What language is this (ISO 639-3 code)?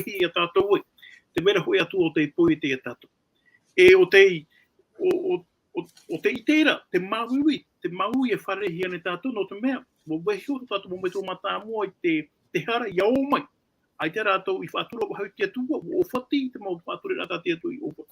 tah